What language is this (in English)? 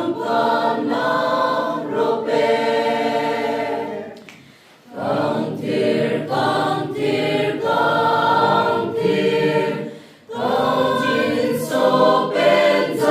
Karbi